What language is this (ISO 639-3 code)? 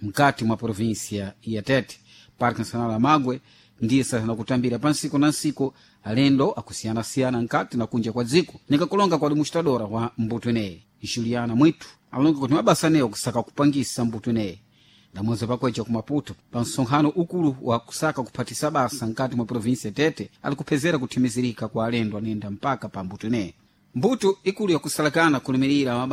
seh